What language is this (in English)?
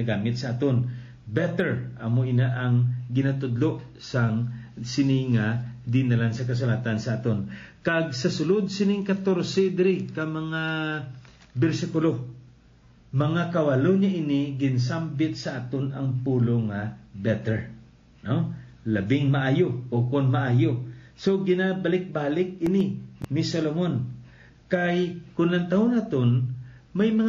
Hiligaynon